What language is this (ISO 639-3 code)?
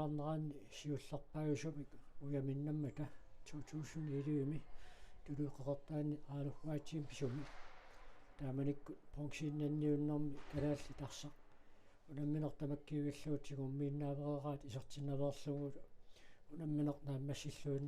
kal